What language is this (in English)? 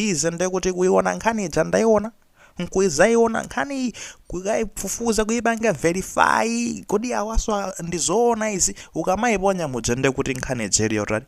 Nyanja